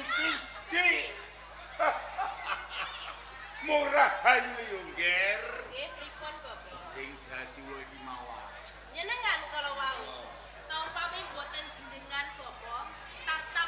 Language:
Javanese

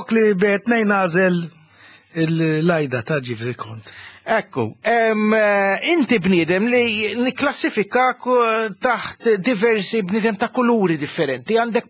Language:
Maltese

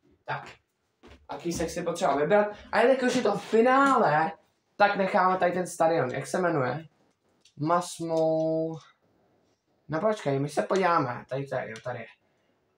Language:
Czech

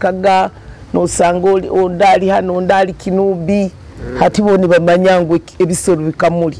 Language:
Nyoro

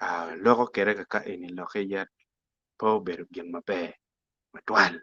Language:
Acoli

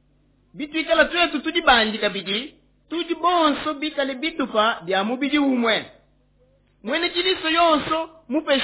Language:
Luba-Lulua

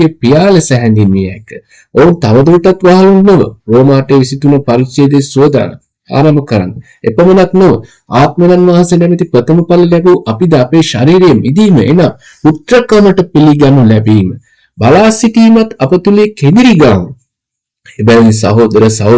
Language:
Sinhala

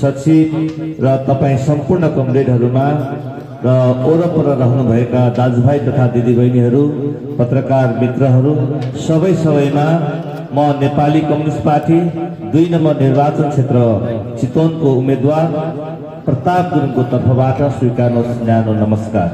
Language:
Nepali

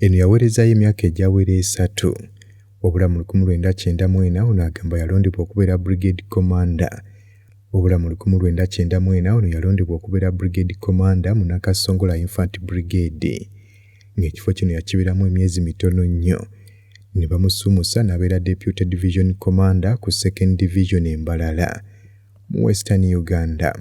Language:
Ganda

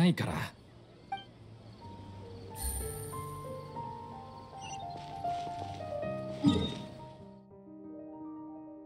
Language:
Japanese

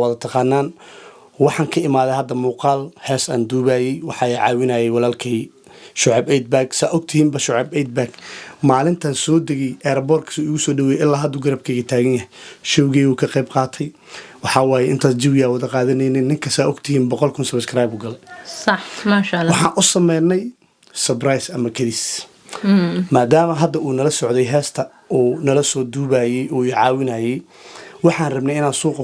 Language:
Somali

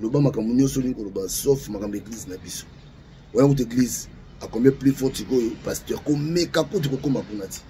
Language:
Lingala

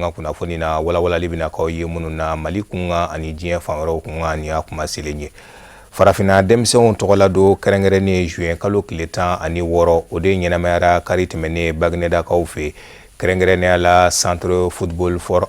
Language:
Bambara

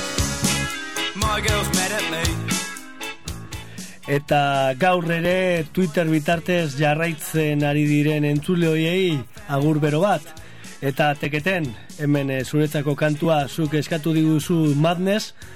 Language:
Basque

